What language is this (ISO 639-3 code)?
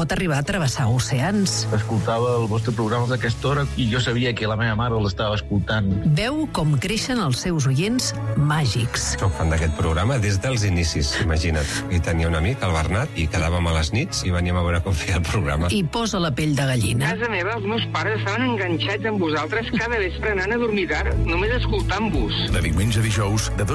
cat